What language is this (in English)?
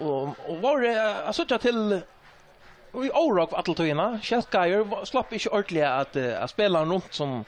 Faroese